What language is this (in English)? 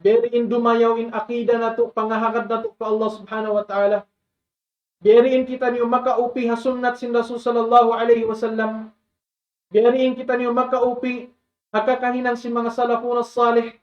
Tausug